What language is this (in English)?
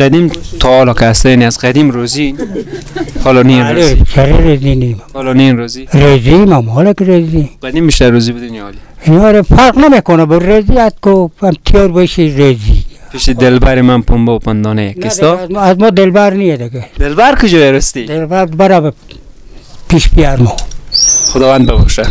Persian